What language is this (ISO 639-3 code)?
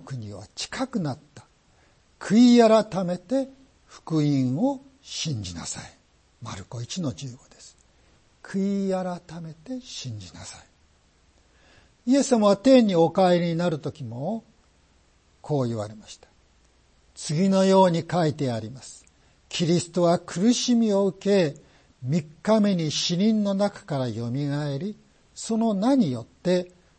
jpn